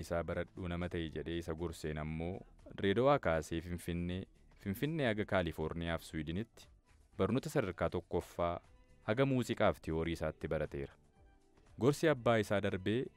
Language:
Oromo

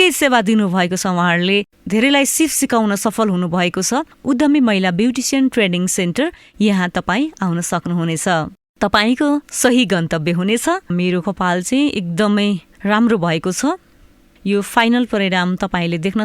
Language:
Nepali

